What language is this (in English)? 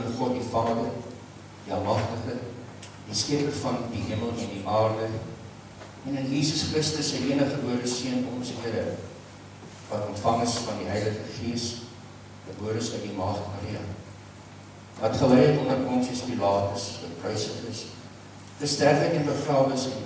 Afrikaans